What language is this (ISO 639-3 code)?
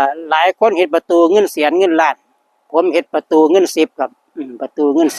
tts